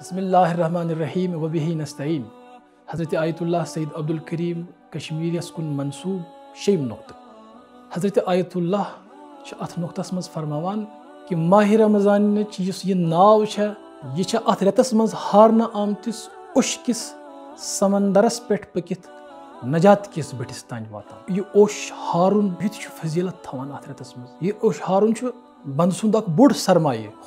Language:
Kashmiri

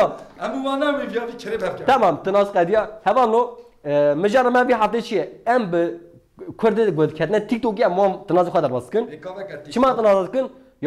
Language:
Kurdish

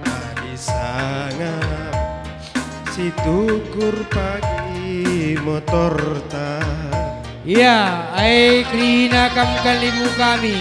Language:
Batak Karo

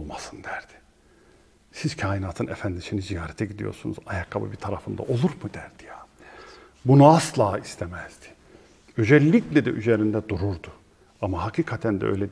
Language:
Turkish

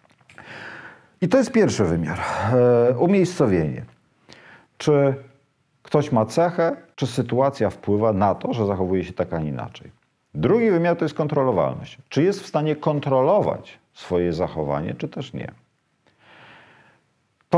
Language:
Polish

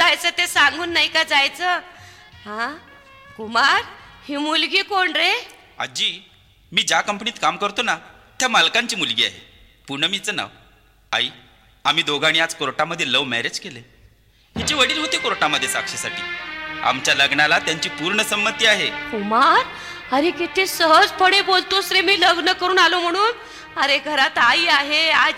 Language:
Marathi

